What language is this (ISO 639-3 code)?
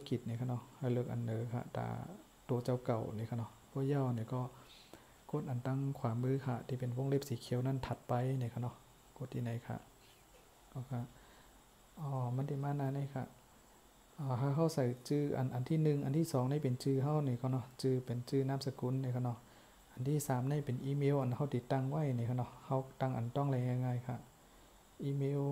shn